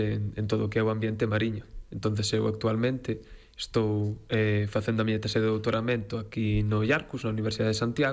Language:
Galician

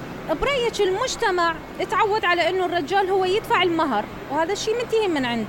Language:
Mesopotamian Arabic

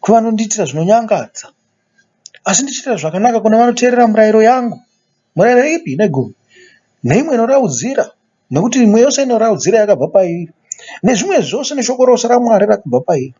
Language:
Shona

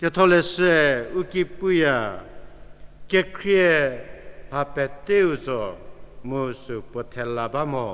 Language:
Angami Naga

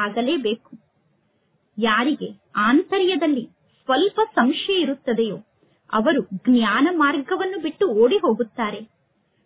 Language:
Kannada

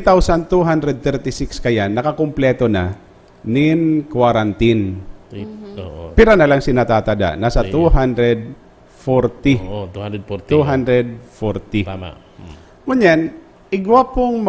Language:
Bikol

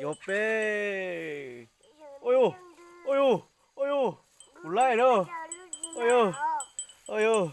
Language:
Hmong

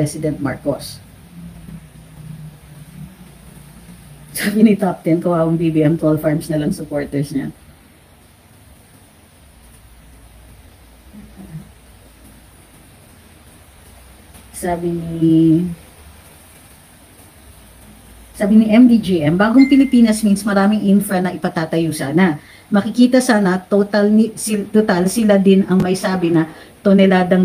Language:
Filipino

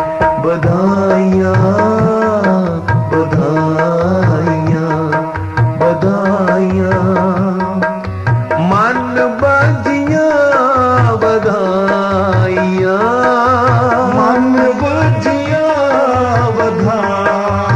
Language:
Punjabi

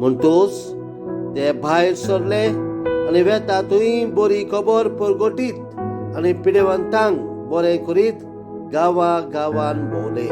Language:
Konkani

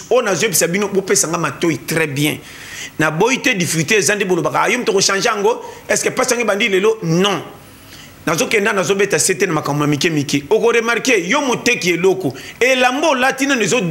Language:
Lingala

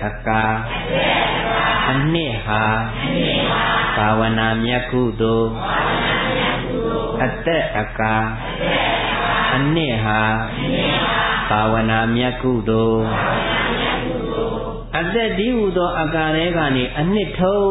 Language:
Burmese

